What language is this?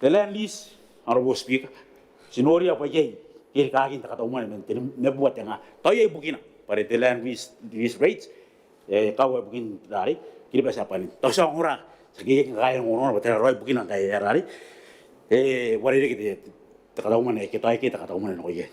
Gilbertese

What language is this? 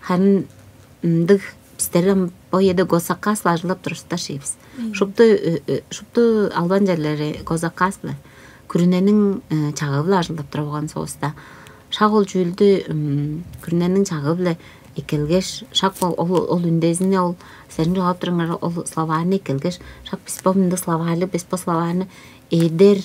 Tuvinian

